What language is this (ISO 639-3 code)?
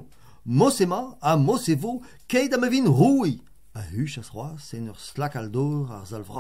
bre